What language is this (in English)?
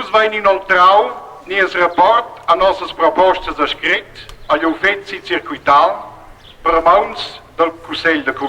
Romansh